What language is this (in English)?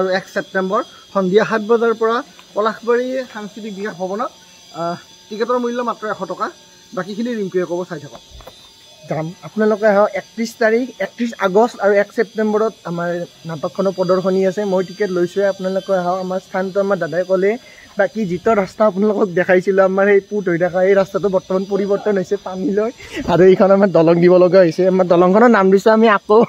Assamese